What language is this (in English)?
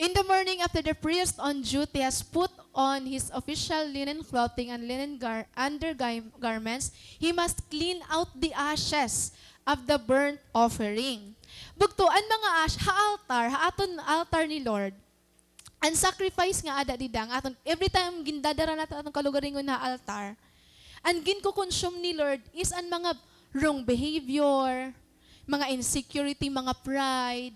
Waray